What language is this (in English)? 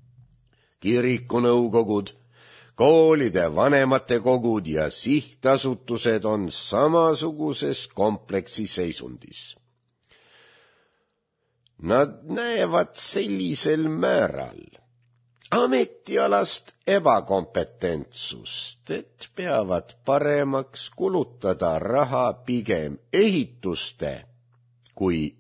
Estonian